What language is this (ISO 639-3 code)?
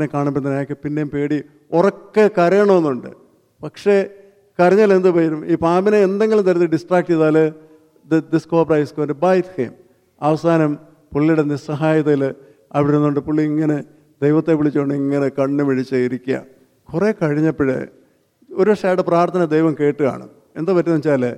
mal